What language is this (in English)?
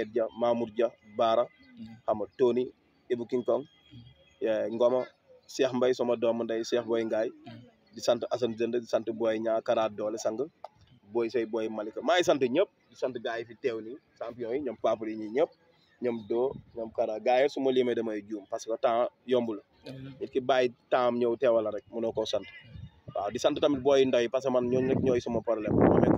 Wolof